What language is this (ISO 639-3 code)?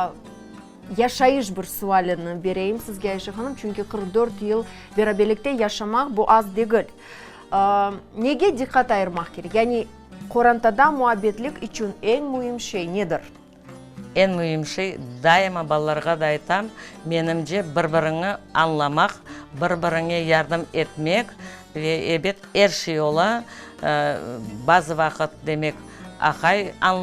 crh